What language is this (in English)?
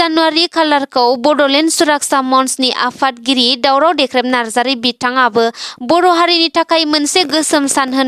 Bodo